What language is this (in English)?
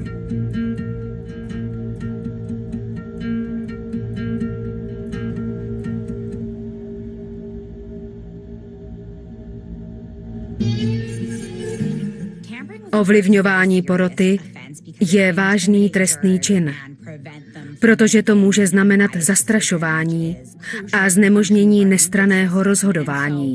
Czech